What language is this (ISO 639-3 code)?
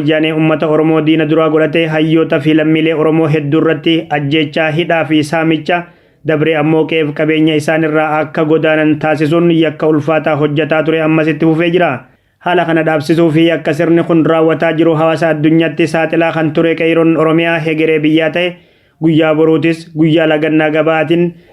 orm